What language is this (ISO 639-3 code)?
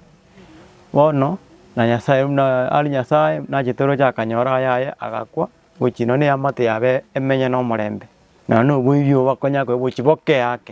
guz